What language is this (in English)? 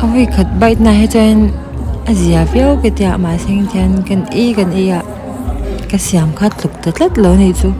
Mizo